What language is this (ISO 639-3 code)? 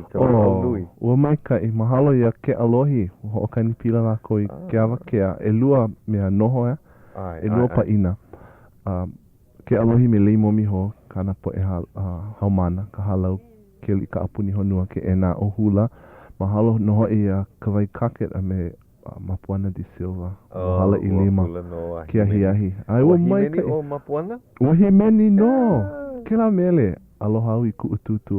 haw